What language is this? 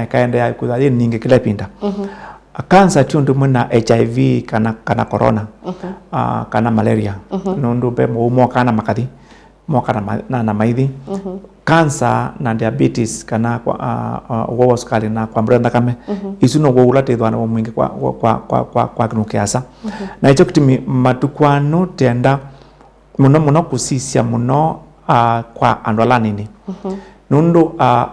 Kamba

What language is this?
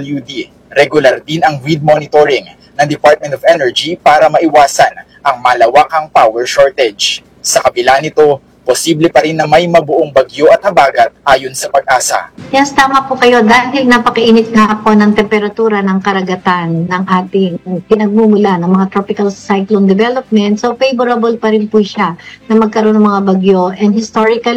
Filipino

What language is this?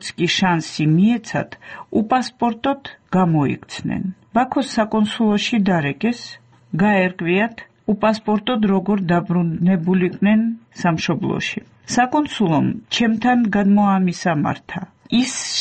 Georgian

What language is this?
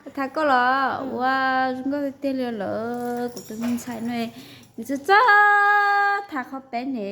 Hmong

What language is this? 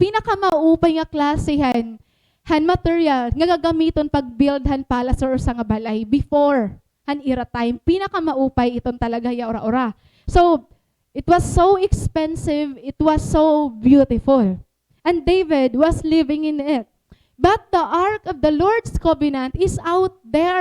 Waray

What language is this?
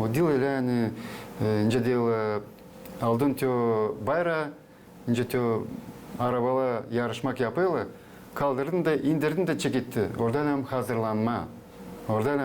Gagauz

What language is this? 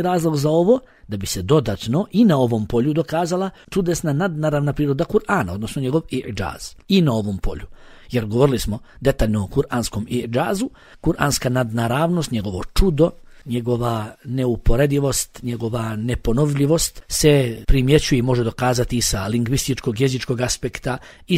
Bosnian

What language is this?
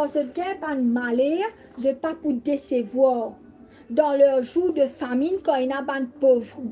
Morisyen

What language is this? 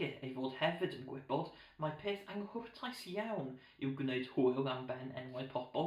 Welsh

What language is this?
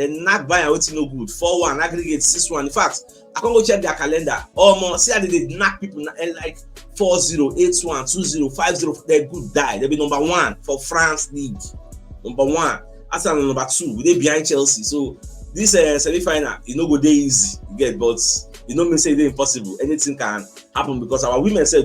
Nigerian Pidgin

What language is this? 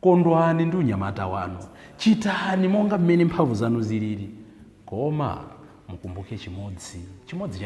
Nyanja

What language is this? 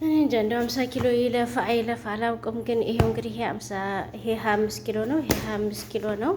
Amharic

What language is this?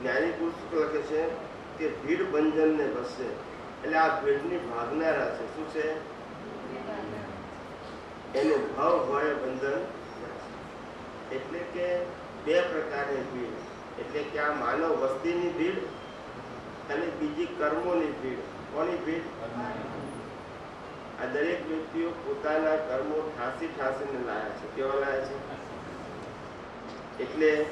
Gujarati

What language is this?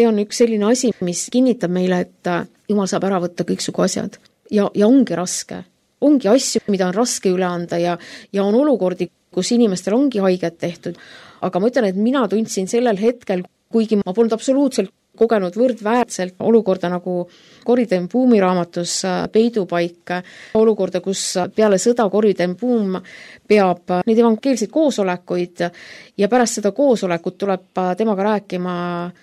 Estonian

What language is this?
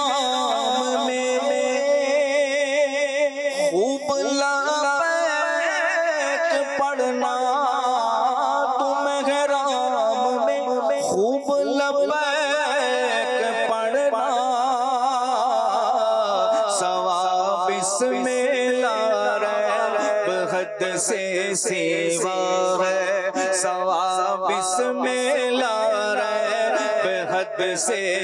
Urdu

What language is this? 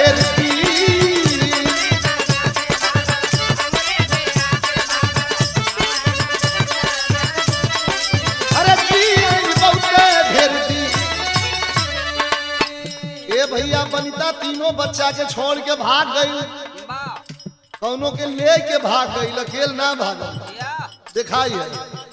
Bhojpuri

